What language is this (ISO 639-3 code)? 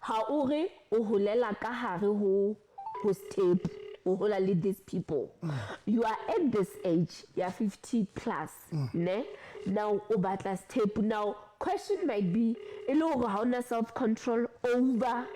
sot